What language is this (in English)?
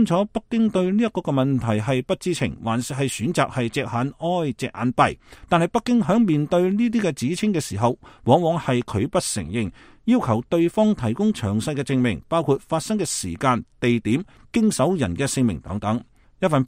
Cantonese